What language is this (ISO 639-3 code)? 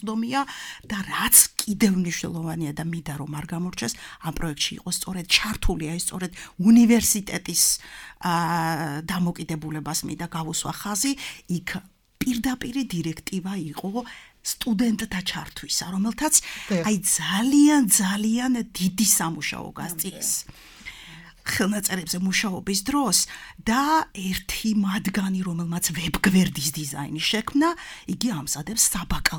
kat